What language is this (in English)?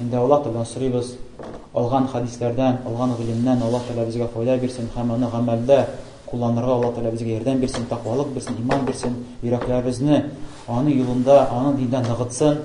Tatar